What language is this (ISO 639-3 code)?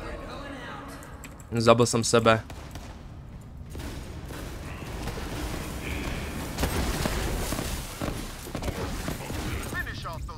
ces